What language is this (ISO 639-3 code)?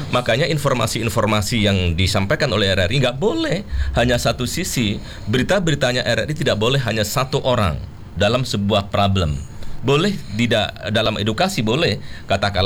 ind